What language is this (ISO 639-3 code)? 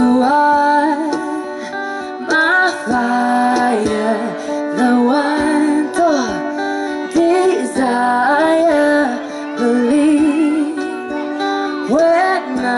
hrv